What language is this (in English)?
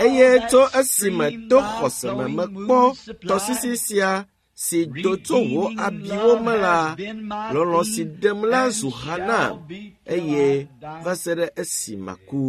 Ewe